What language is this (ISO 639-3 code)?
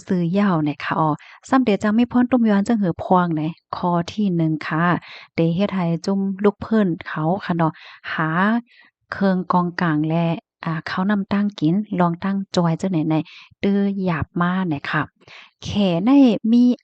shn